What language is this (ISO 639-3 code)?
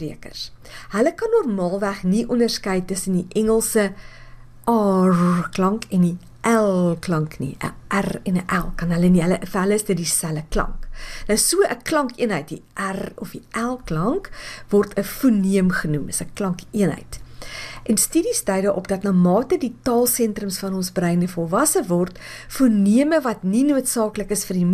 afr